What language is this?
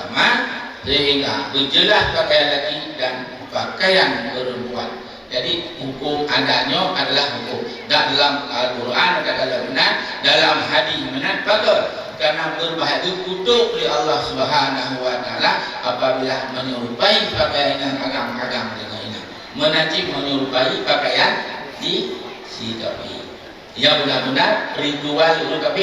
Achinese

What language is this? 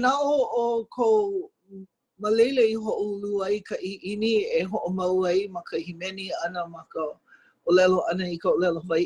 Hawaiian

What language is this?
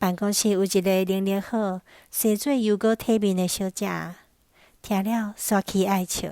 Min Nan Chinese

